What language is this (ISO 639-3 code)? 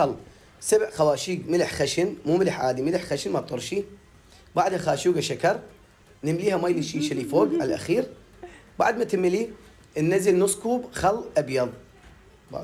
acm